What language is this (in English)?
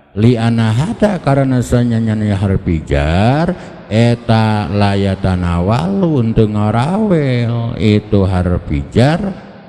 Sundanese